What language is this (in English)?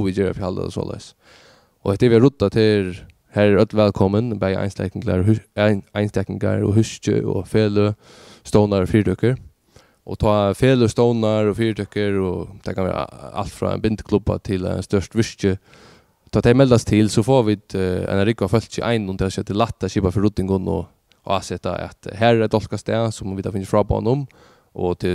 Faroese